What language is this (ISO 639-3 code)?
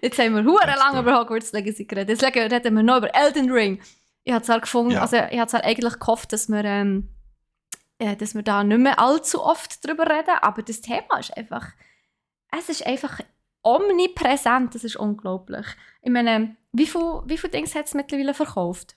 gsw